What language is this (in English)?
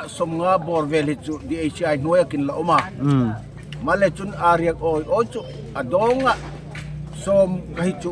Darlong